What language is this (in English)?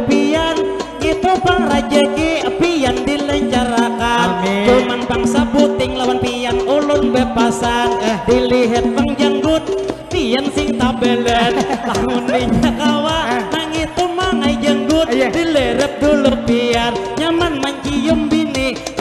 Banjar